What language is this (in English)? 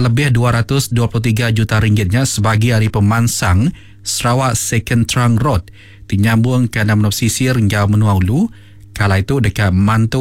Iban